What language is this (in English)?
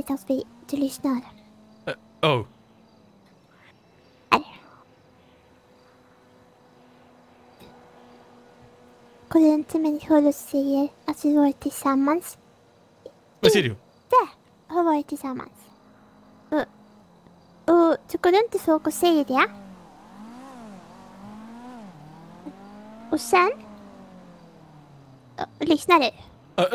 Swedish